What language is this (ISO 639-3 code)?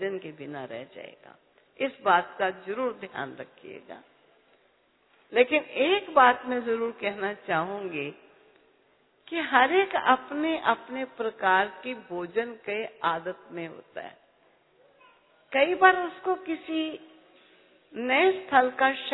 hin